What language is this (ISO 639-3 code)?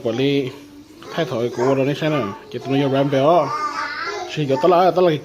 hmn